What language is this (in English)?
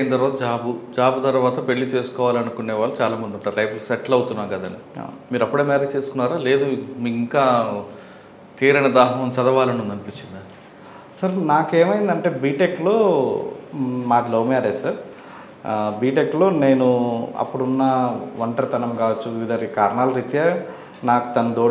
Telugu